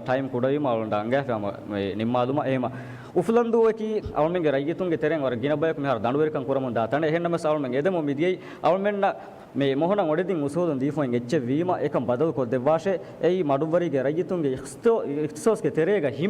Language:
Divehi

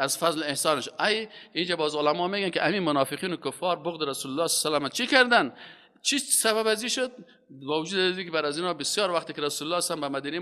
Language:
Persian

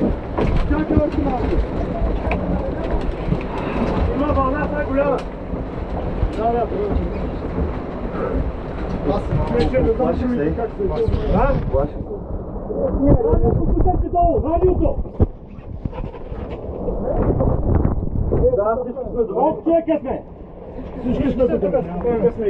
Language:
Bulgarian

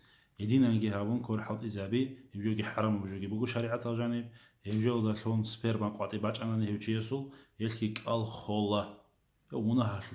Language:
Avaric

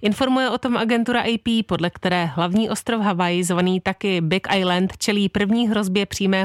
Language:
Czech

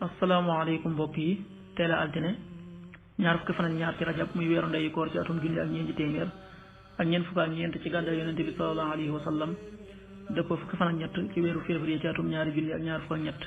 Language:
Wolof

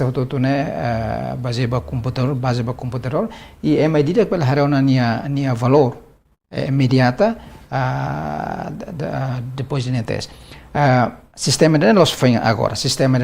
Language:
Tetum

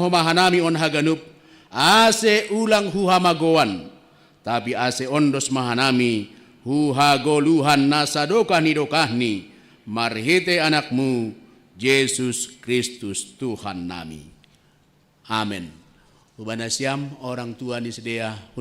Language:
Batak Simalungun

